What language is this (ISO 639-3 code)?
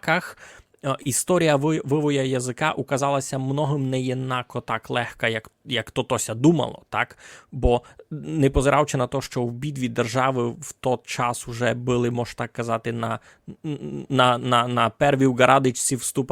rue